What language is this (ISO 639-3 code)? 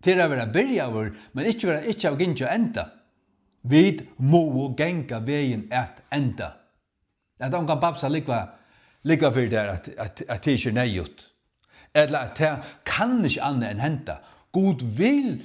fao